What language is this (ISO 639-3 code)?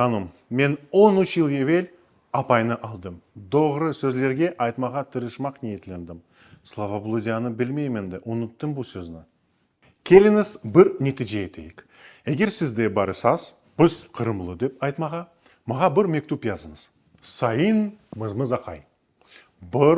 crh